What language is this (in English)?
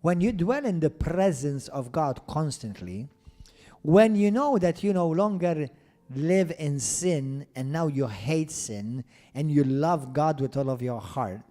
English